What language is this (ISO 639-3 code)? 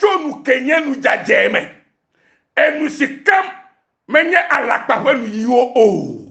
ewe